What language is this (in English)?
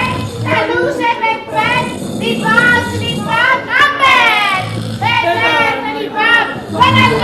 Neapolitan